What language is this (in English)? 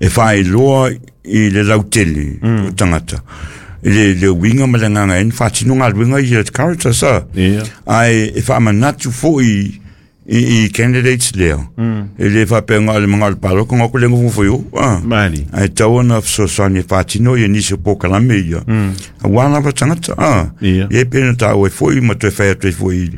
Samoan